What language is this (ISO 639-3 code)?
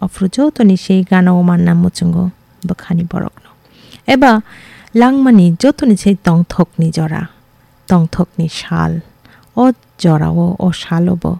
trp